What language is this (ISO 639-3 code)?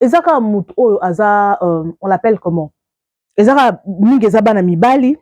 lin